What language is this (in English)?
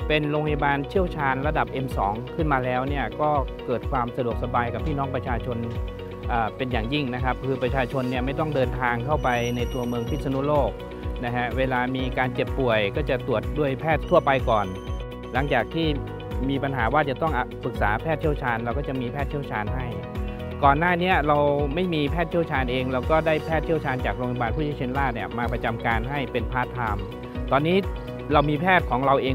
Thai